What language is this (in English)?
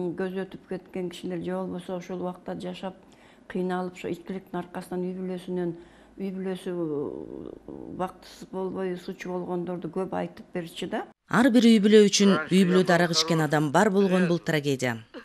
Kyrgyz